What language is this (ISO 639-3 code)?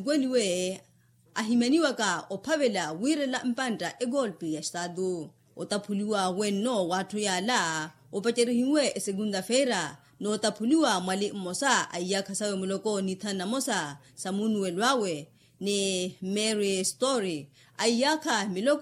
vmw